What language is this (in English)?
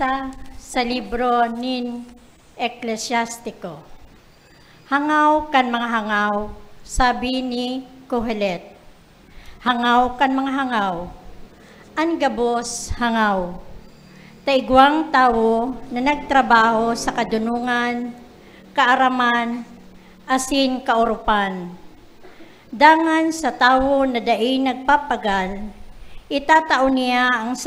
Bikol